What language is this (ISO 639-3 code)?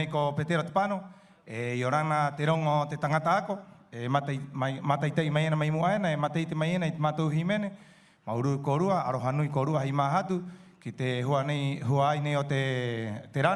rap